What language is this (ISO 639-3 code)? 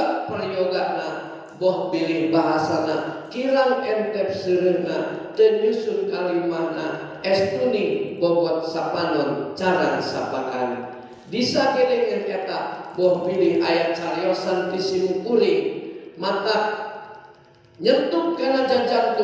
sun